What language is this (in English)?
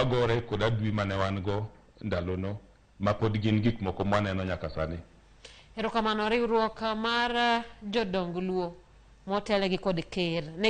Luo (Kenya and Tanzania)